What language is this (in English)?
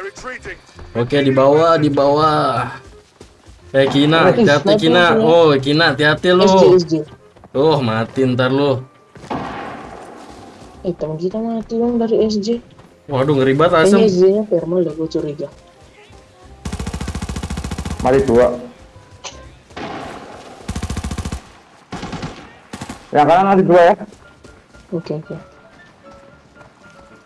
Indonesian